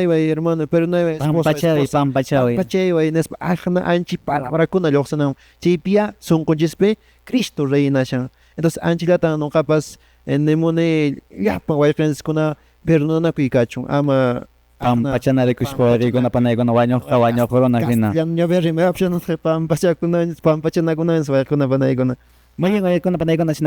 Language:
Quechua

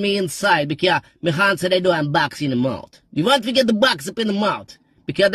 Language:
Jamaican Creole English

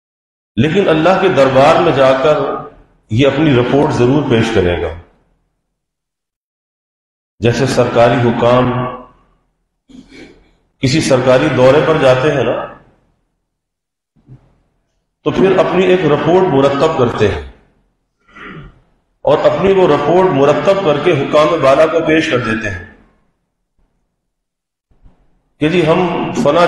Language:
Urdu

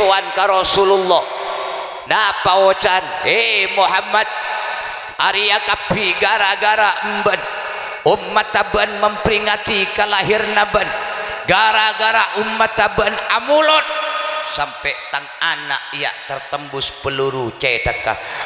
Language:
Madurese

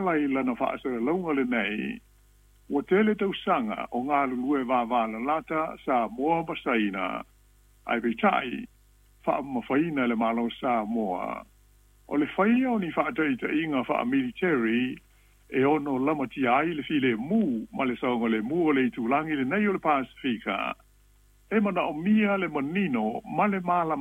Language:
Samoan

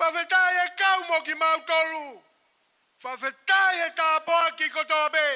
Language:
Tongan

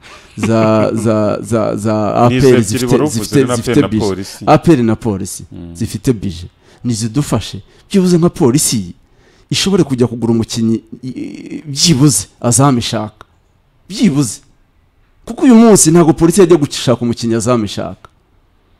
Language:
Kinyarwanda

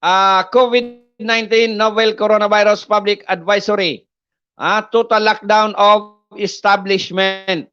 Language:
Bikol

